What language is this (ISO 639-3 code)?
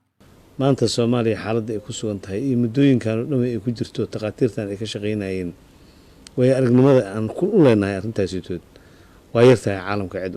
som